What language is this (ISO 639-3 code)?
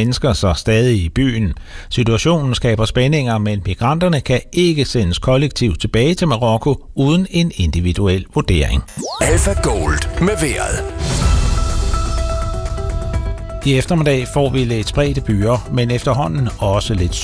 dan